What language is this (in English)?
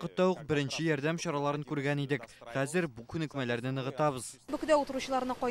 Tatar